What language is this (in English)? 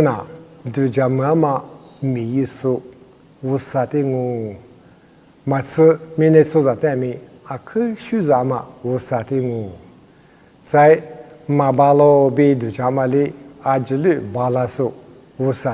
Lisu